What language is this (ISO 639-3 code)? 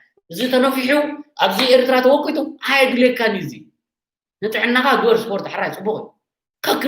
tir